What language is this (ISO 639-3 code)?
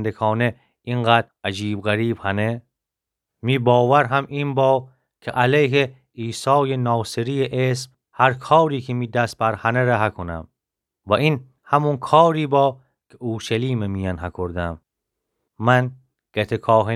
glk